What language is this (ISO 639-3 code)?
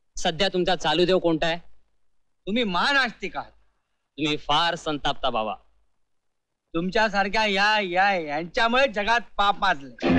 mar